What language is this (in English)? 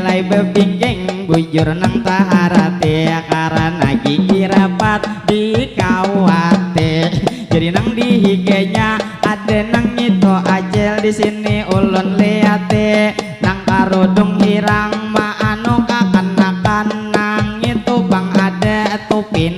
Banjar